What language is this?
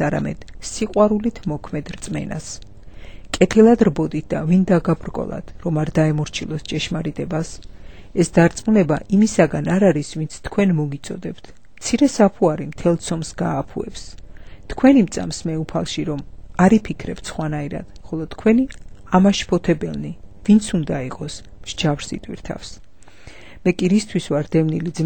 Georgian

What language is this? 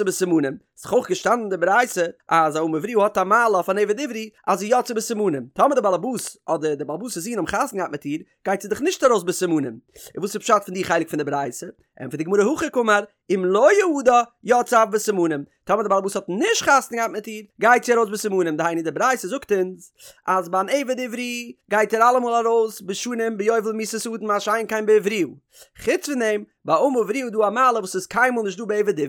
Yiddish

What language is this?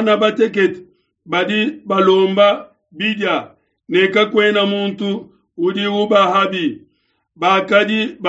Luba-Lulua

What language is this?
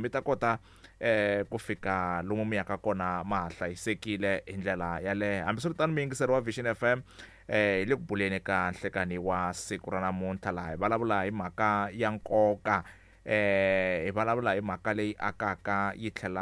Tsonga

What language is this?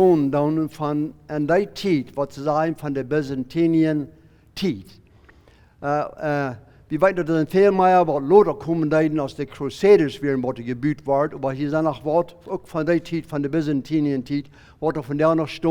Plautdietsch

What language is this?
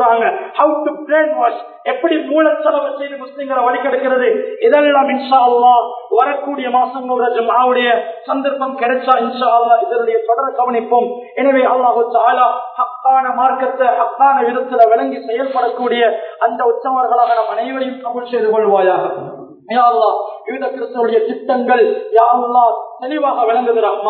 Tamil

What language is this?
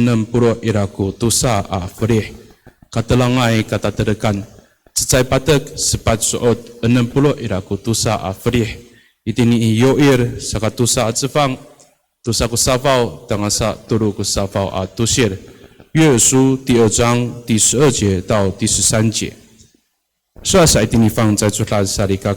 Amis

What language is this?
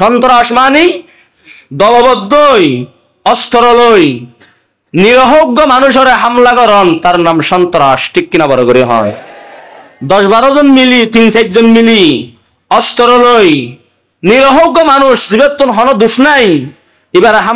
Rohingya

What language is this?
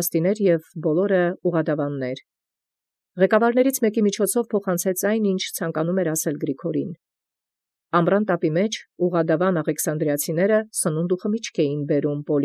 Armenian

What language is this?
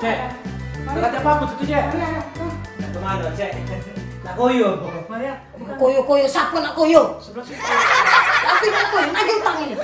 Musi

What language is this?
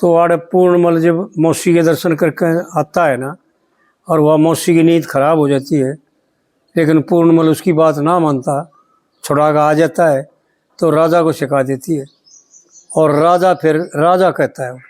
Haryanvi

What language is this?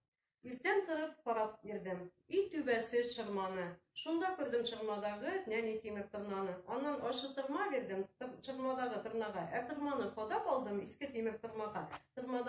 Tatar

